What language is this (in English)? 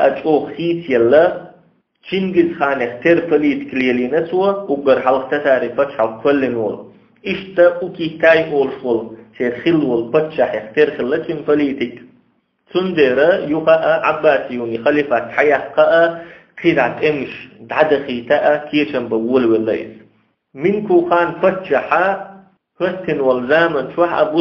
Chechen